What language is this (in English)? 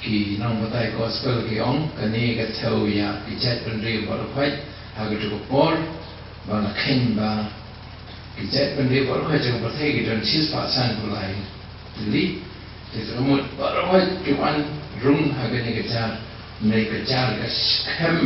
Khasi